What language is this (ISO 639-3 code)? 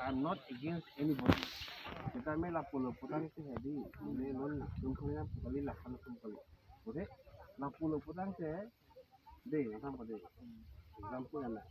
mjw